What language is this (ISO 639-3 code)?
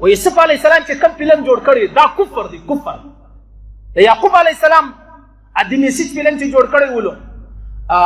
pus